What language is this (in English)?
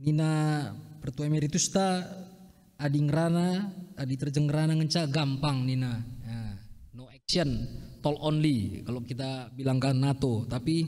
Batak Karo